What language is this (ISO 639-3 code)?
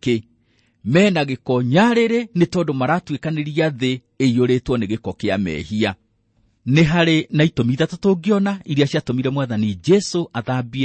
kik